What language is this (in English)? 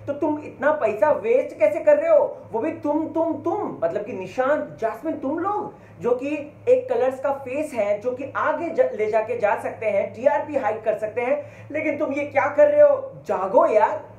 Hindi